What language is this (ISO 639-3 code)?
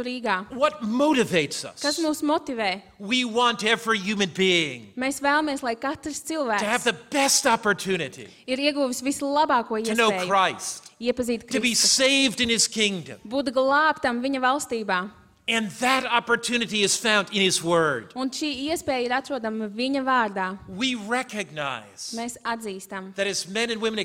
lav